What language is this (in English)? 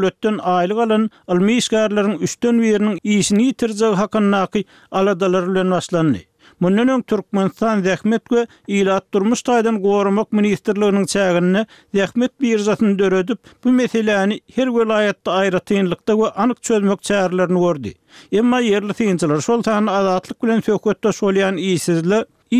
Turkmen